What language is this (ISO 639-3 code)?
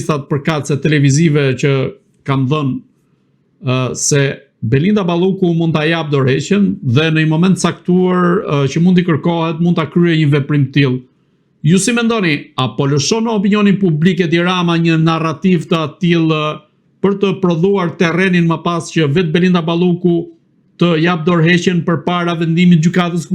sqi